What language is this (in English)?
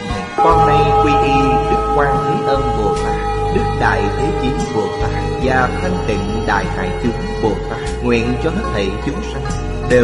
Vietnamese